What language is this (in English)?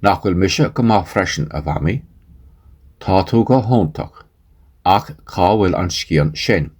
Irish